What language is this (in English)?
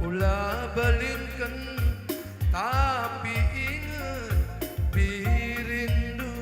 Batak Karo